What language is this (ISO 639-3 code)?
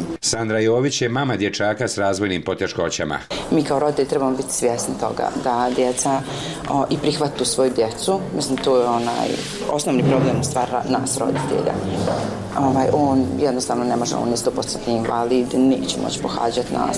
bos